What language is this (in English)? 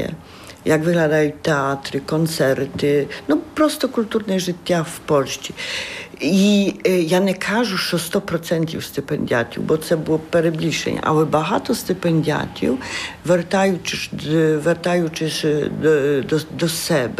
Ukrainian